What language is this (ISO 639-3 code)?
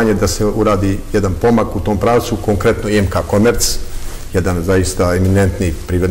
srp